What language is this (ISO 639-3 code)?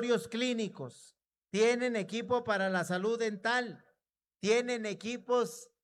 spa